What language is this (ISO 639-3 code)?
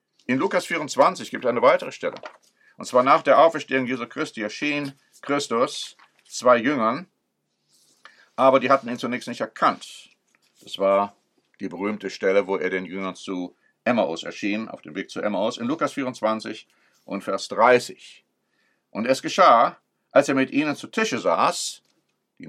deu